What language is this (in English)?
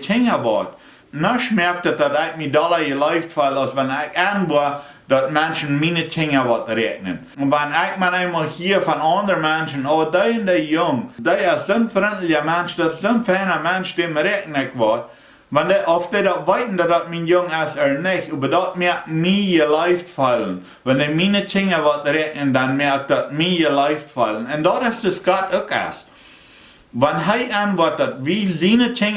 Plautdietsch